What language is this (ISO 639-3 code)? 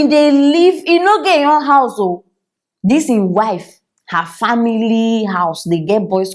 pcm